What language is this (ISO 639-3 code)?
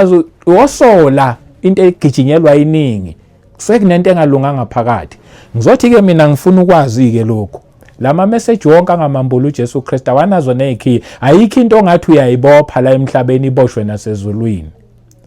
zul